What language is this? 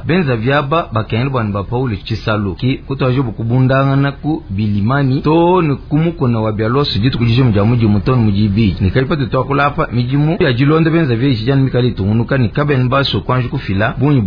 Luba-Lulua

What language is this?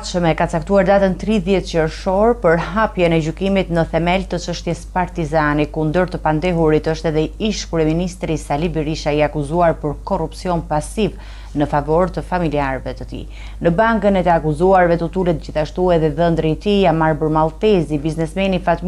Albanian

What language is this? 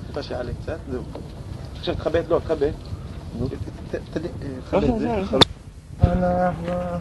Hebrew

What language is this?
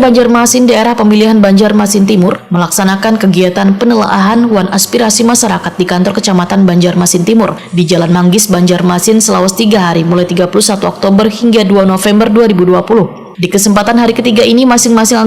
Banjar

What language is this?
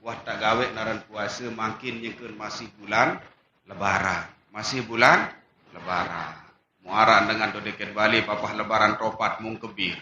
Sasak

